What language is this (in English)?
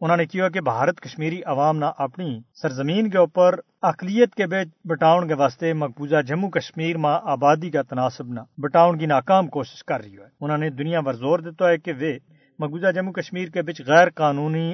Gujari